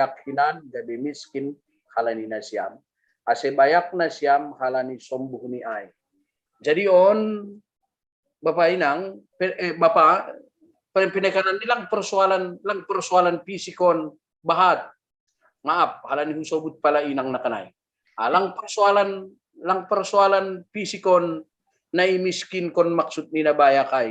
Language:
Batak Simalungun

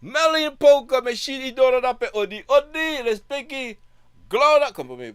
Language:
Sranan Tongo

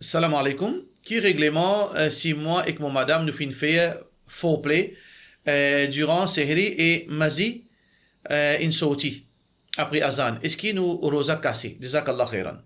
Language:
Morisyen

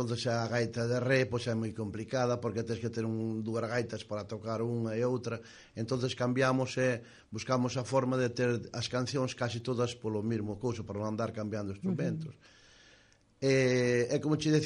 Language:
Galician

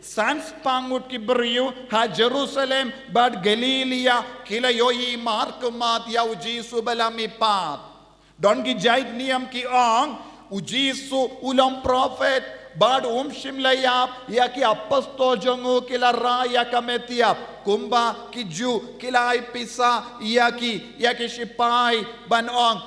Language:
Khasi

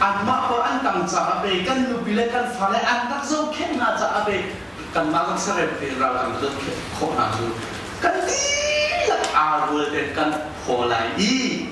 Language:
Hakha Chin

